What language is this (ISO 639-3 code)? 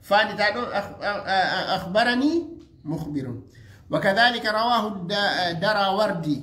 ful